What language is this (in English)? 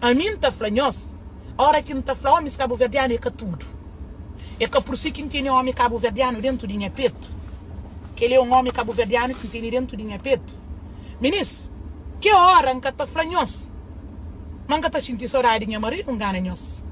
Kabuverdianu